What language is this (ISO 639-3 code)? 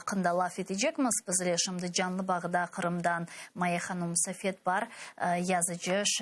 crh